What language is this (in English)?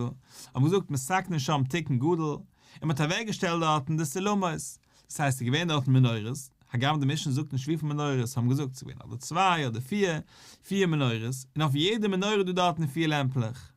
Yiddish